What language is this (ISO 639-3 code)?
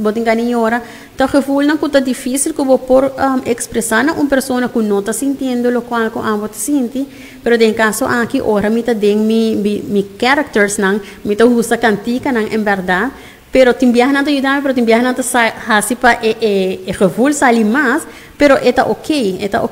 pap